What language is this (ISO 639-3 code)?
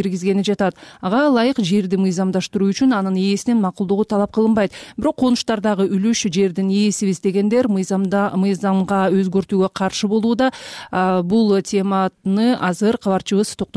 kir